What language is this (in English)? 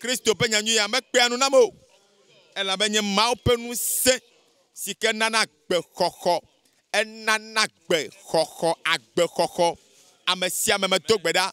Ewe